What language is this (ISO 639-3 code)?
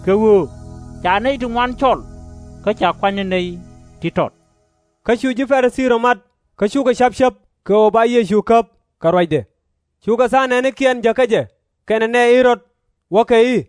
nus